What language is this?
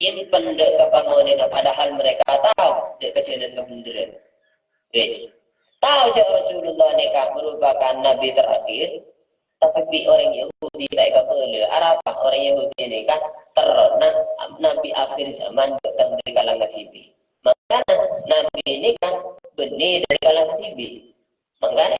Madurese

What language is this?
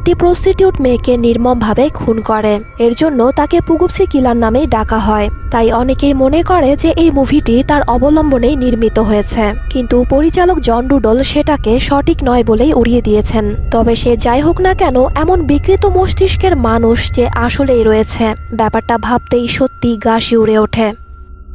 Bangla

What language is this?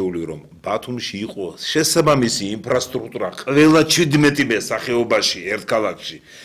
Georgian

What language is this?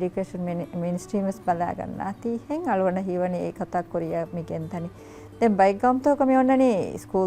Divehi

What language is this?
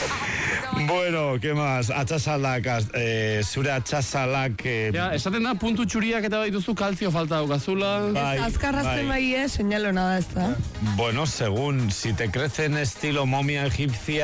Basque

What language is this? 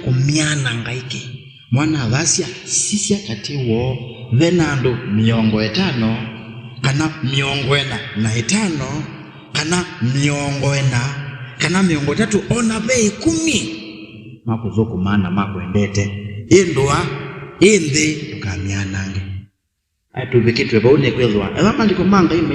Kamba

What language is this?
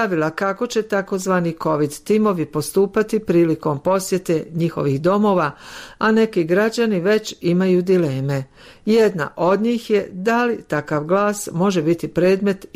Bosnian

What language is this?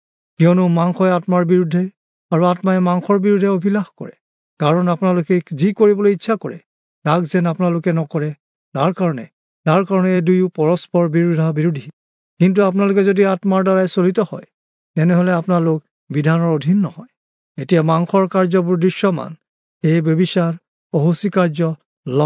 Assamese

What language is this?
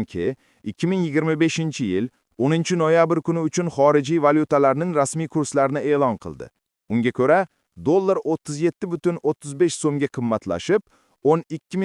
Uzbek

